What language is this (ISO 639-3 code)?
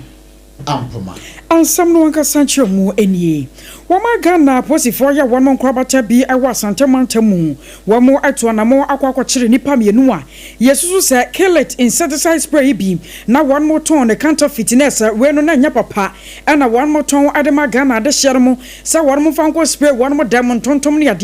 aka